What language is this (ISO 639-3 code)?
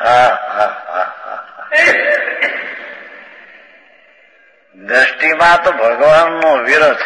guj